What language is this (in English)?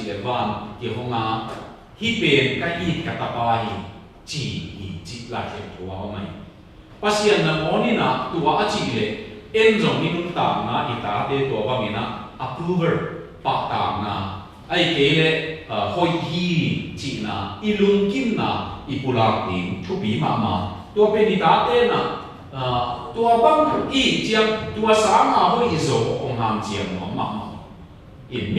Tedim Chin